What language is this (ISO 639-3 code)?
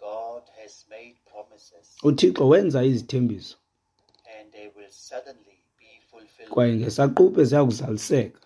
xho